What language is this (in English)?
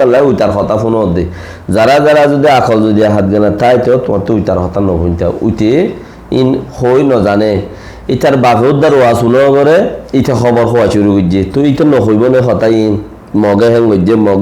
Rohingya